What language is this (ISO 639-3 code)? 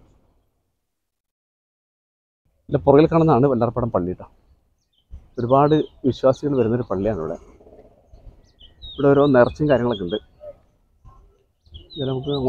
mal